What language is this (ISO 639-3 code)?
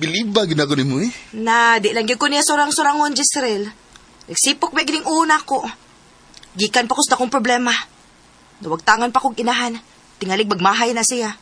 ceb